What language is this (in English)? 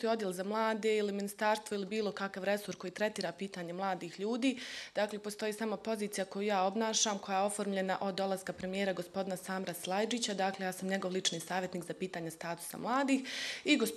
Bosnian